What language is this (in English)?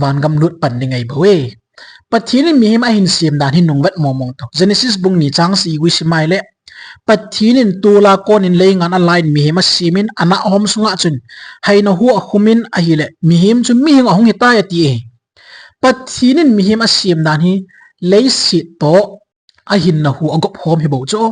Thado Chin